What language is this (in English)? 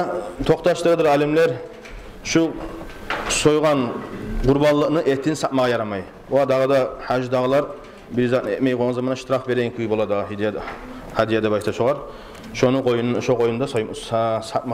Kumyk